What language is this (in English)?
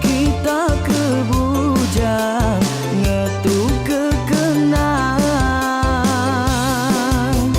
Iban